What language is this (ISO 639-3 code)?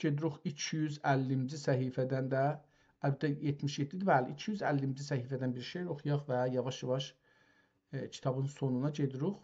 azb